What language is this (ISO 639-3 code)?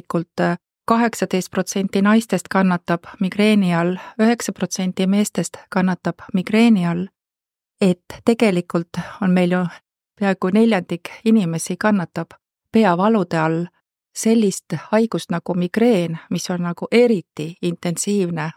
est